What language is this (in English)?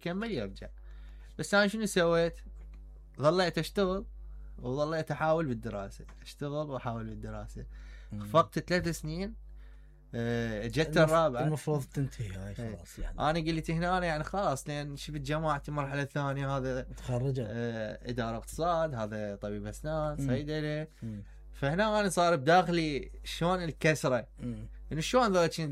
Mesopotamian Arabic